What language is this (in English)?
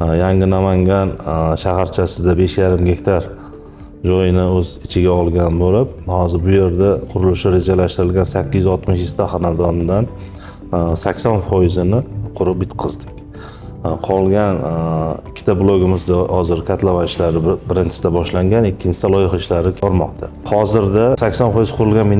Uzbek